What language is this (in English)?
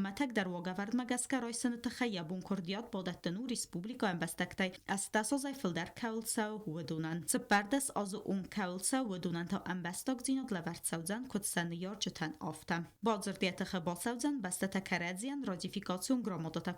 Ossetic